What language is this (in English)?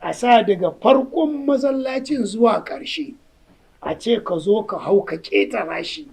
Hausa